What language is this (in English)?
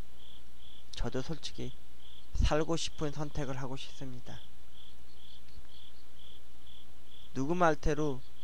Korean